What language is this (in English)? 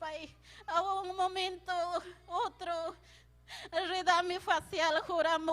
Ayacucho Quechua